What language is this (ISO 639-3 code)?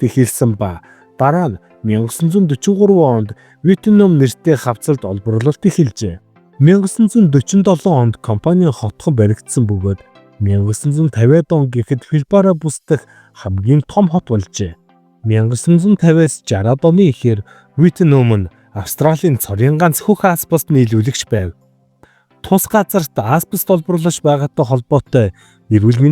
mon